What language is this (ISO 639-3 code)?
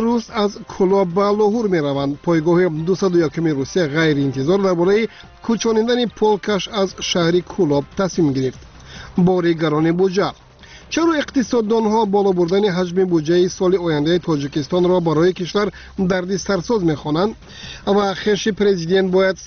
tgk